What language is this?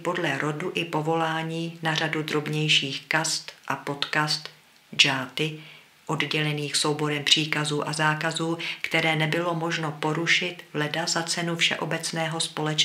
Czech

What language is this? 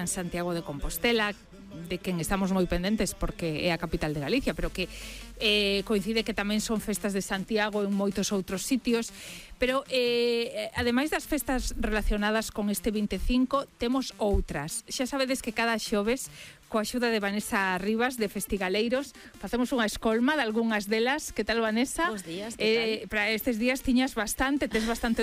Galician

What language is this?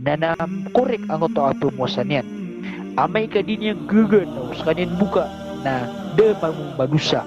Maranao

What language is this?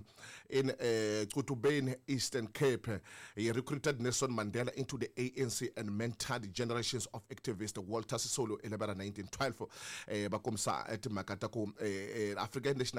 Tsonga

